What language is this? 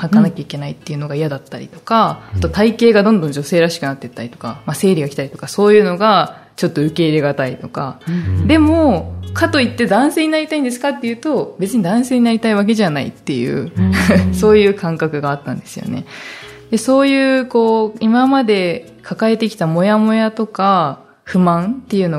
Japanese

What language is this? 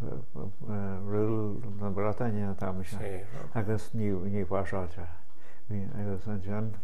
Irish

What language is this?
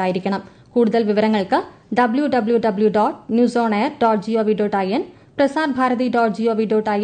Malayalam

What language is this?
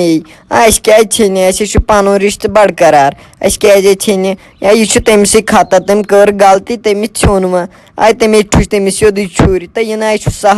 Kashmiri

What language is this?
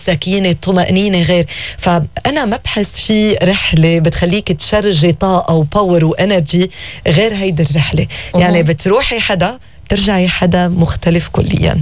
North Levantine Arabic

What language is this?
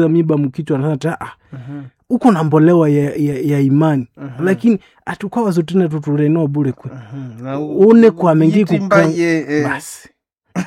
Swahili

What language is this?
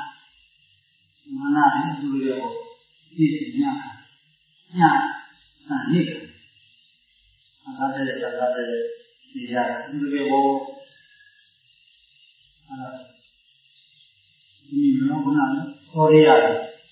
Burmese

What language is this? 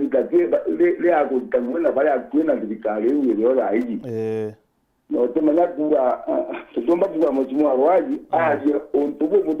Meru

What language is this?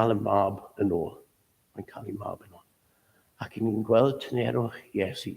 Welsh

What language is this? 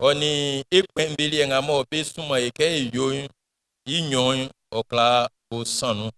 Baoulé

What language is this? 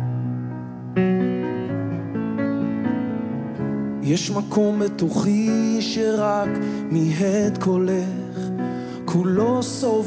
Hebrew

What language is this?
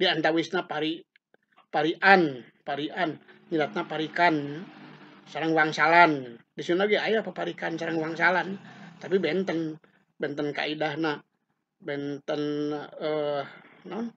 Sundanese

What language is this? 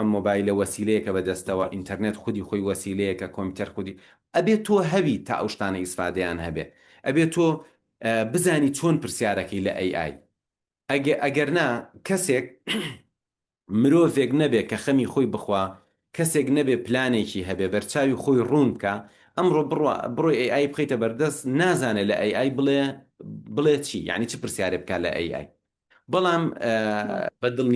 Central Kurdish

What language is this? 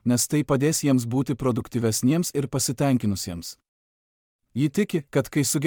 Lithuanian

